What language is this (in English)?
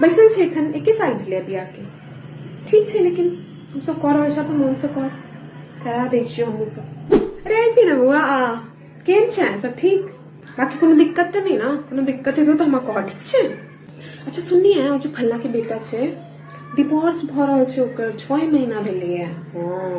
Maithili